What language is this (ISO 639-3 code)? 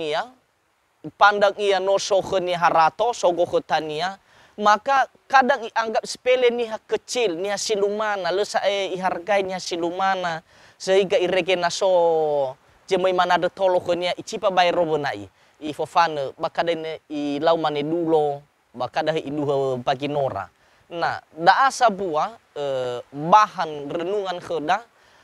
nia